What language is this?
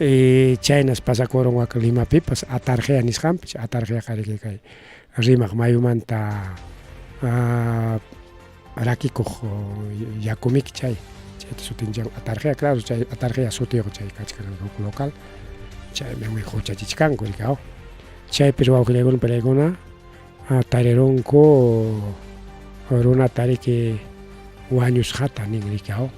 Ayacucho Quechua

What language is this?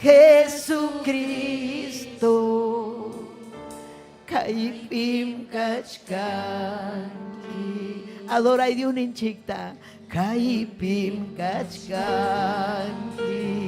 Ayacucho Quechua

